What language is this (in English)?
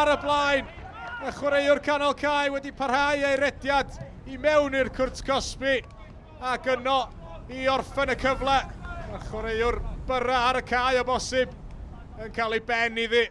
Welsh